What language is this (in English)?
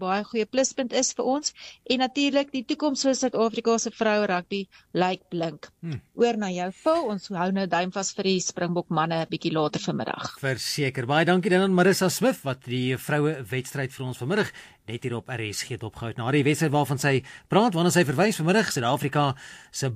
Afrikaans